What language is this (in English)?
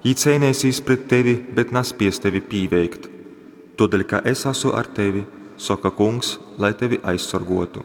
Latgalian